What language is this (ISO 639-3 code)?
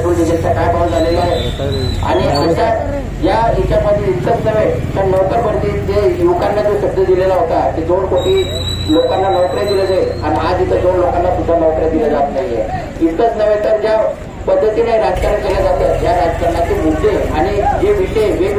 mar